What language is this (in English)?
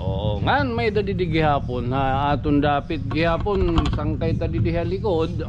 Waray